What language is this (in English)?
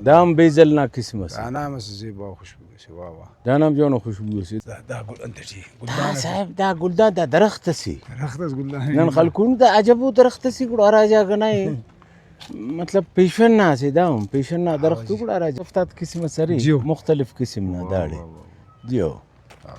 Brahui